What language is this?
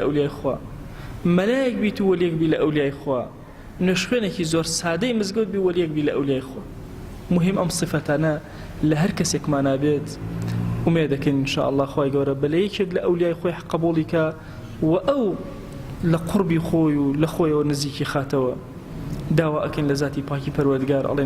Central Kurdish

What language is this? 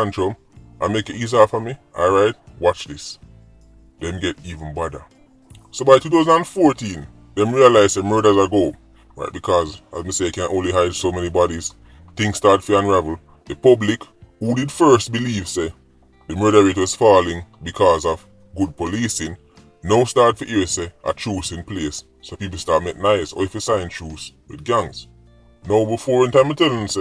Jamaican Creole English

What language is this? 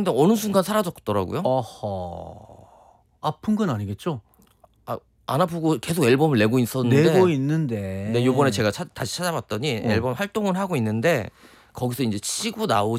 Korean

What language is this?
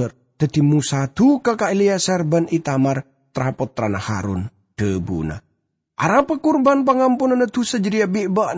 Madurese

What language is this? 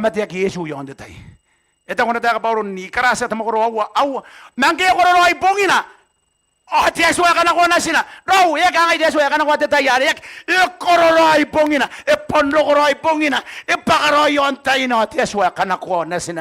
Gilbertese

